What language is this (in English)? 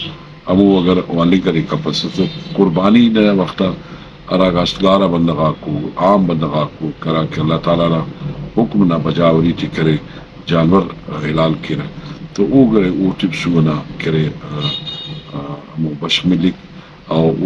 Brahui